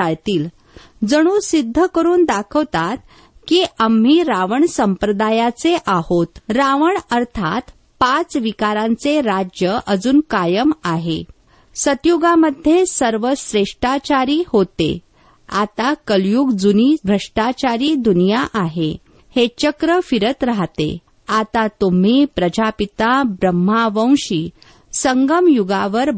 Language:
Marathi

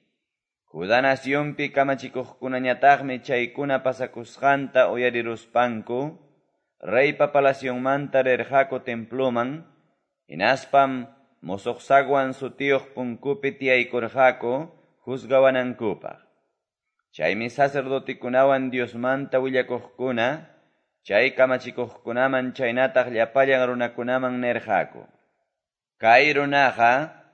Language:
Quechua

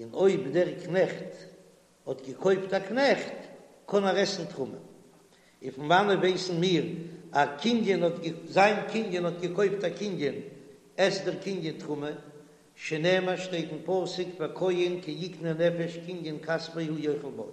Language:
Yiddish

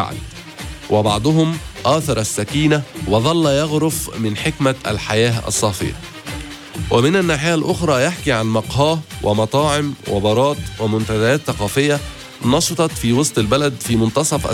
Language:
Arabic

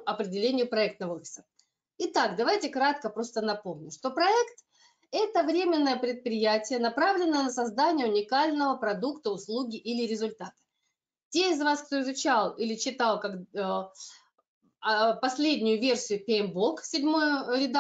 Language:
Russian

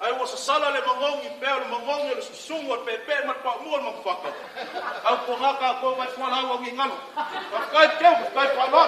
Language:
Samoan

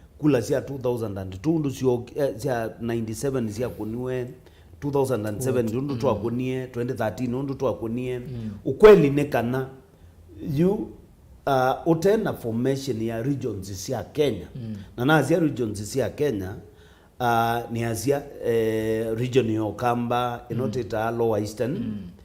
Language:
Kamba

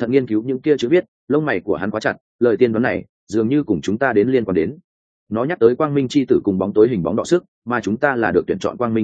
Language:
Vietnamese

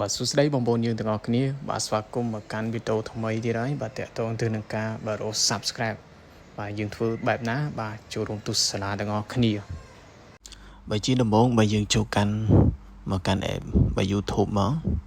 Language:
Khmer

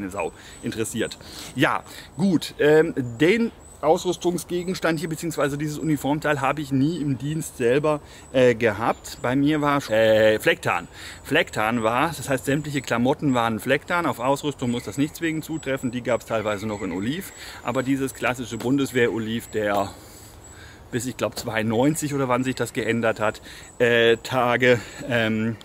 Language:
German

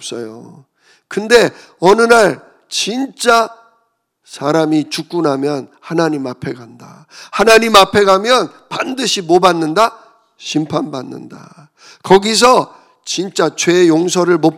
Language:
Korean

